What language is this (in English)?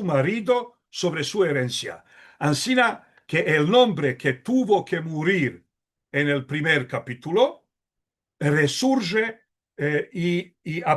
Ladino